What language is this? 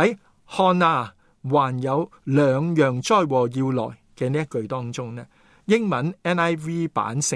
Cantonese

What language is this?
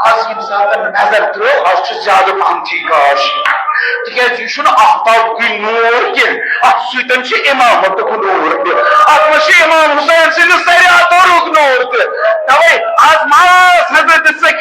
Kashmiri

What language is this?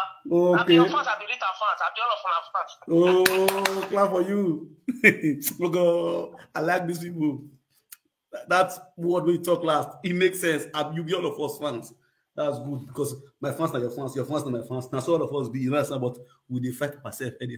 Nigerian Pidgin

